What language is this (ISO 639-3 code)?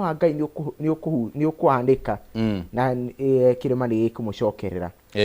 kik